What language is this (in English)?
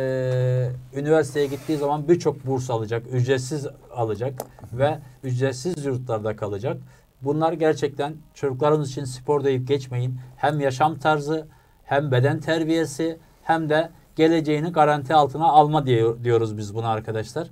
Turkish